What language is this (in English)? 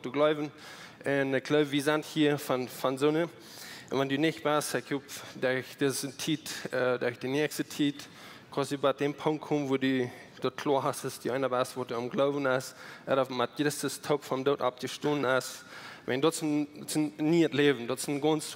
Plautdietsch